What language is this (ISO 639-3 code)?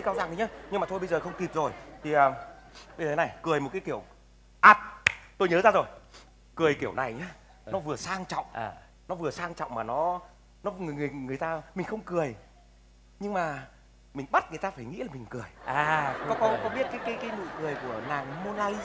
vie